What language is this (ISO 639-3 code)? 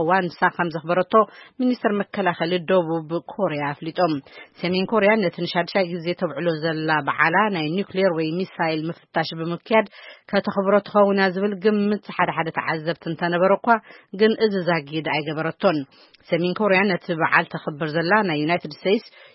tir